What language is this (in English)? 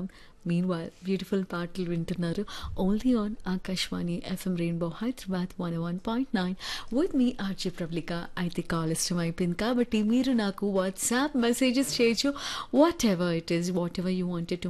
Telugu